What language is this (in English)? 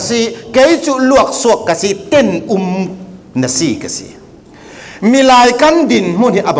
Falam Chin